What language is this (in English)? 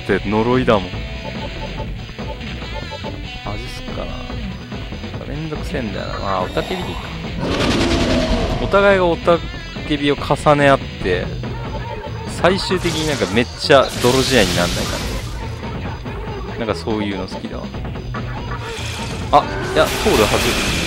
Japanese